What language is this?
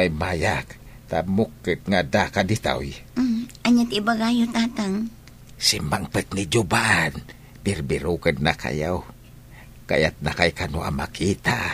Iloko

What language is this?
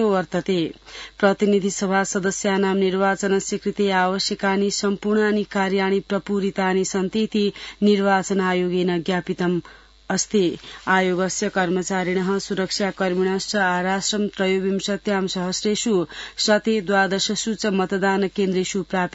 Sanskrit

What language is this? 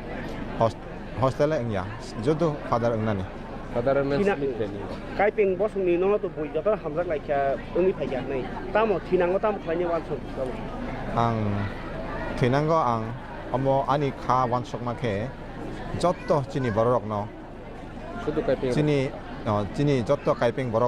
Kok Borok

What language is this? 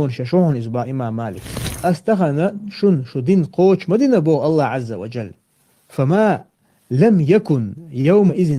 Chechen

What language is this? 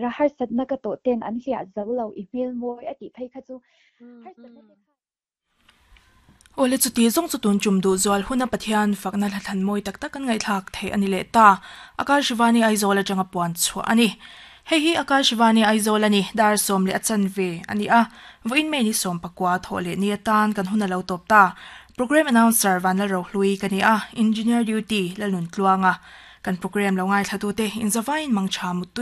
Mizo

